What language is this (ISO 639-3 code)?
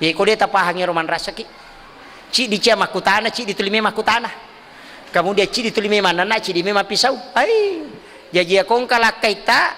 bug